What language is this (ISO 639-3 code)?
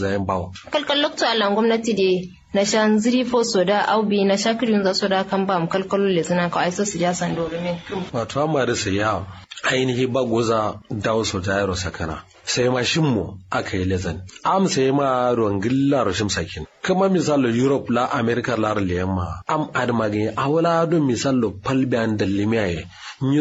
kau